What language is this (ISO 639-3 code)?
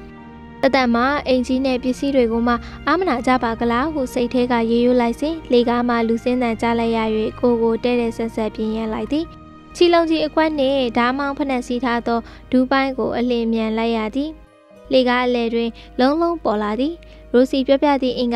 mya